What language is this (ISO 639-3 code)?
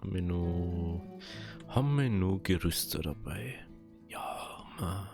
bar